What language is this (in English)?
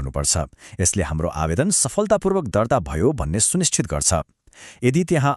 Nepali